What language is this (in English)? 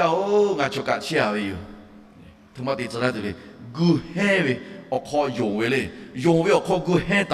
Lahu